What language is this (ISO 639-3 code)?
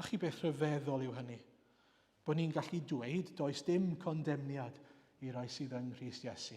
cym